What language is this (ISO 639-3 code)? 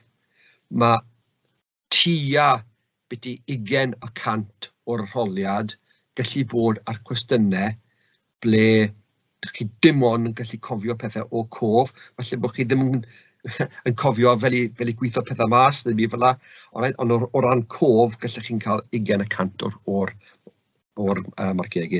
cym